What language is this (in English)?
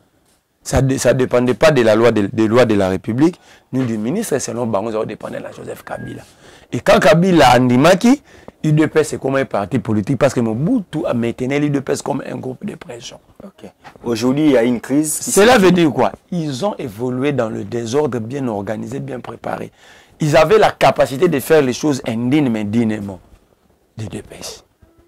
French